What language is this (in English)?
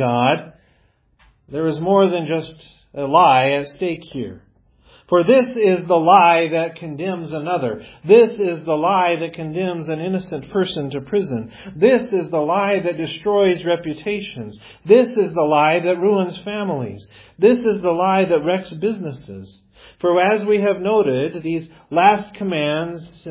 English